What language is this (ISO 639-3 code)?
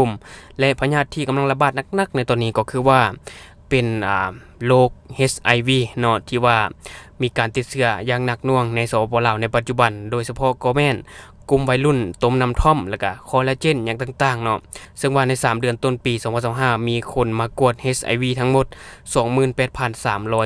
lao